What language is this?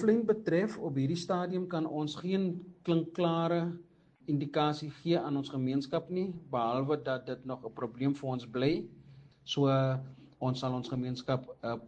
Afrikaans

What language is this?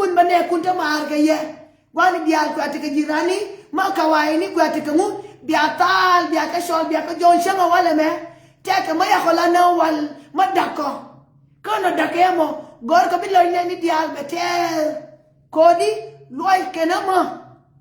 Nuer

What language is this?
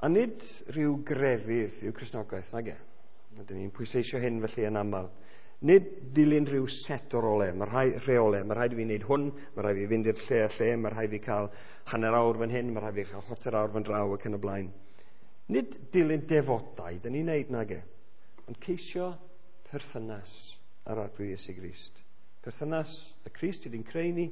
Welsh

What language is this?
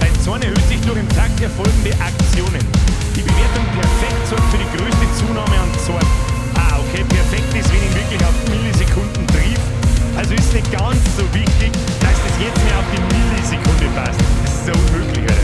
Bavarian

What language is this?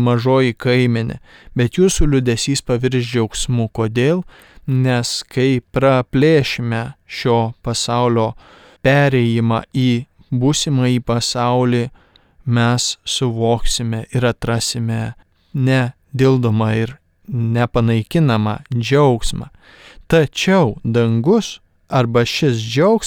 Lithuanian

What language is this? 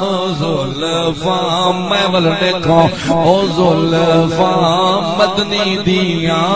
Saraiki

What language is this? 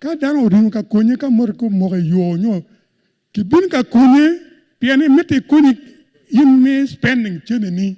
Acoli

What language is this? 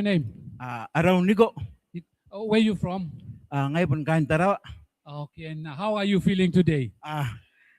Gilbertese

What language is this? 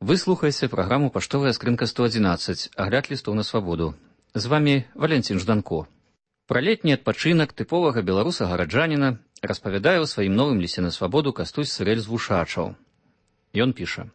Belarusian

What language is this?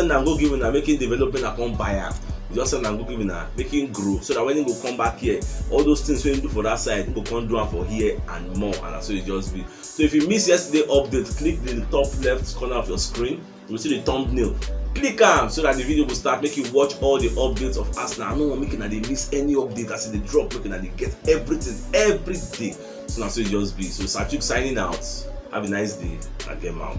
Nigerian Pidgin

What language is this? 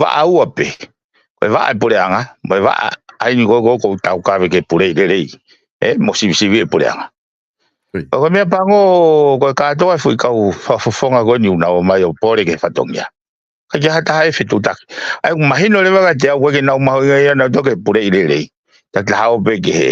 Tongan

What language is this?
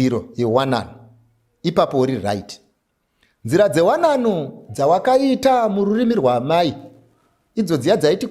Shona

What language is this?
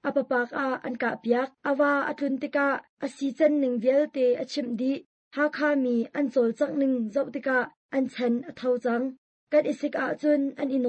Hakha Chin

